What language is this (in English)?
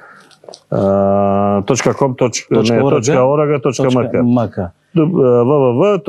Macedonian